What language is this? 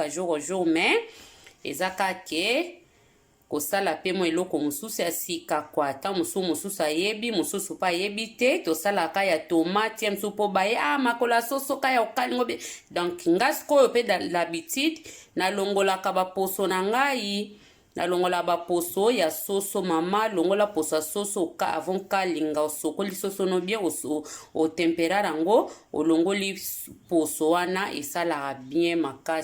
Lingala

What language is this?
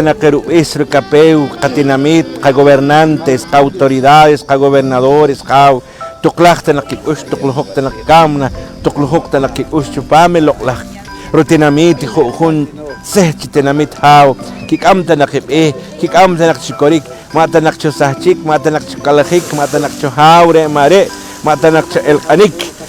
Poqomchi'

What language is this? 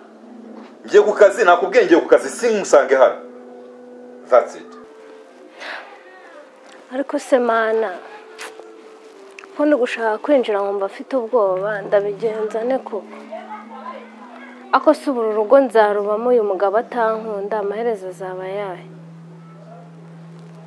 Kinyarwanda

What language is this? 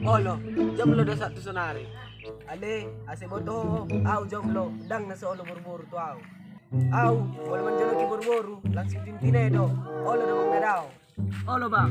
Batak Toba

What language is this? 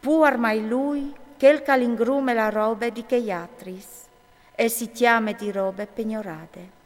Friulian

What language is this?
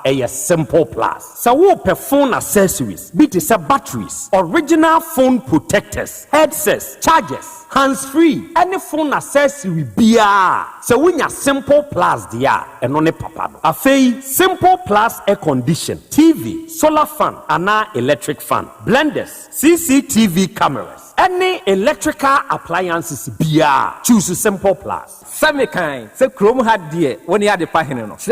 Akan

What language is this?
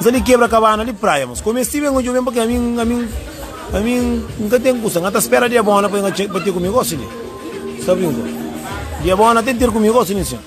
Kabuverdianu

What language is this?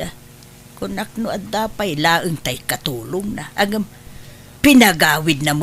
Iloko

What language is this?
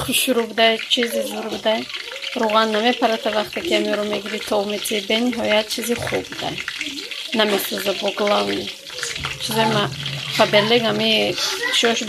Tajik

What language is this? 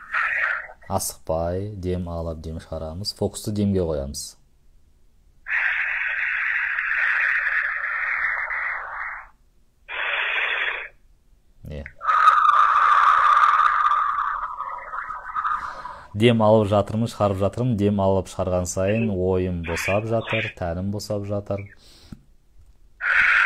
Kazakh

